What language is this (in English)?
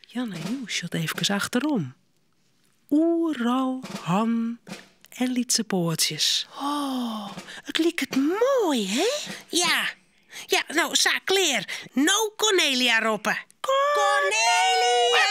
Western Frisian